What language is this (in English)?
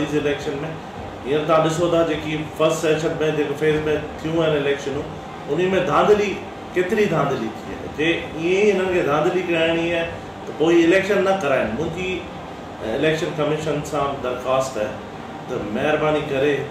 Sindhi